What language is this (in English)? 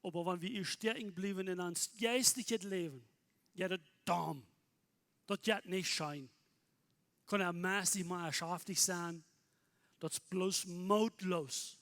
Plautdietsch